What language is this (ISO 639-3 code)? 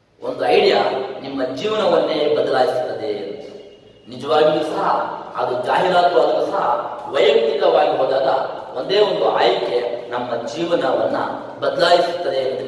kan